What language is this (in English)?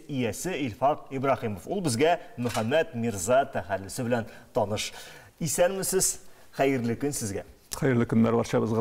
Tatar